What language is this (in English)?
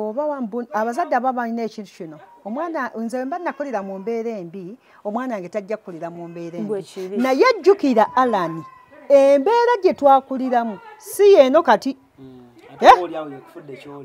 Ganda